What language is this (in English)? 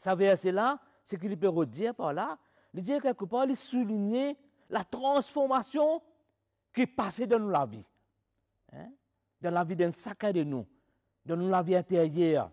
Morisyen